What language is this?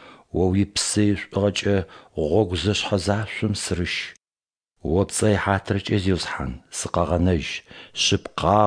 Adyghe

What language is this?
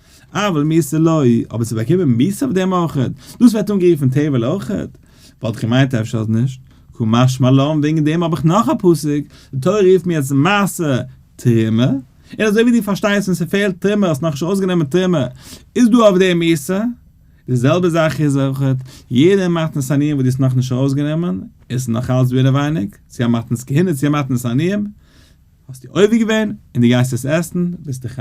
Yiddish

